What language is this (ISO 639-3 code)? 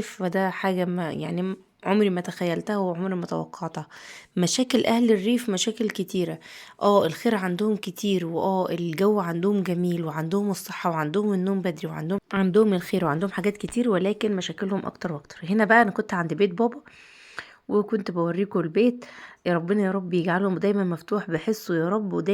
arz